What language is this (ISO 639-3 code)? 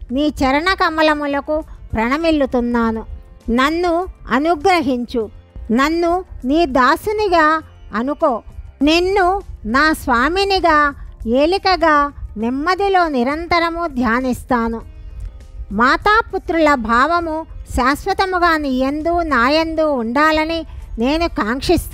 tel